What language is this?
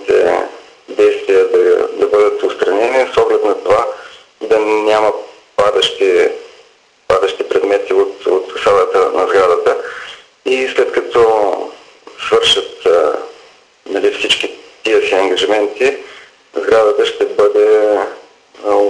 Bulgarian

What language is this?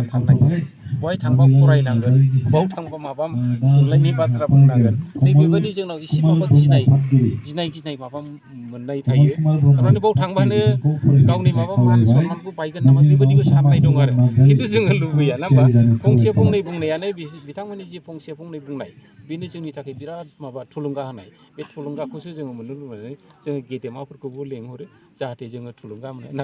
Bodo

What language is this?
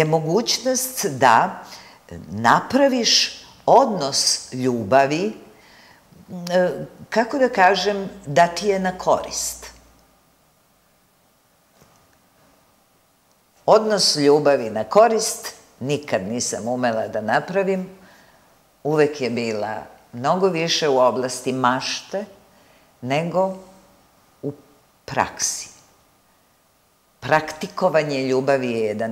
Serbian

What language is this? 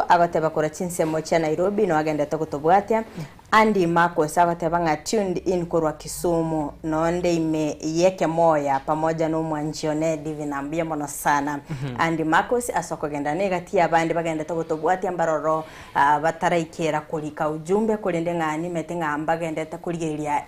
Gusii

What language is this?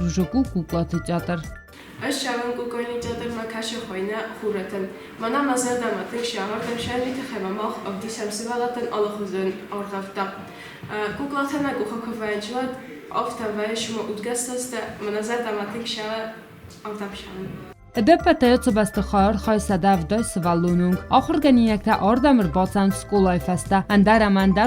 Ossetic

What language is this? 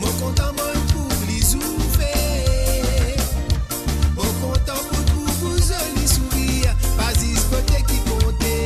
Morisyen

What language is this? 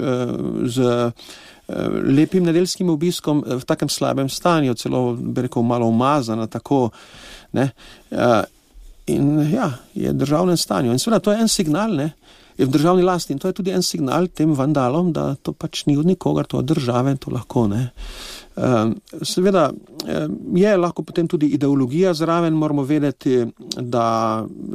Slovenian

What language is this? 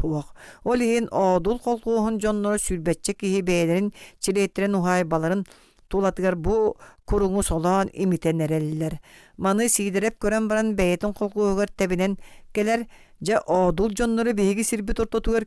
Yakut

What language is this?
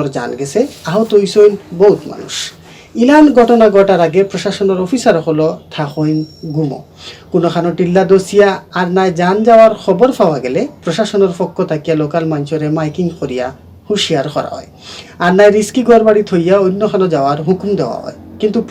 Sylheti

